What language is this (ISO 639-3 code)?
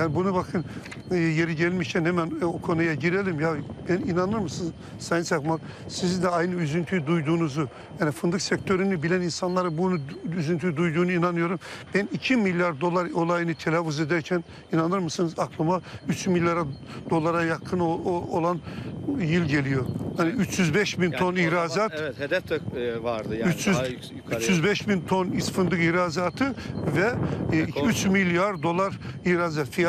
tur